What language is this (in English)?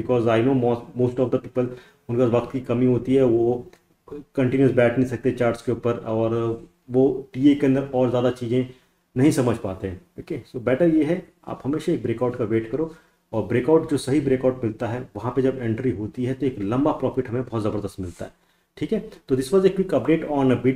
Hindi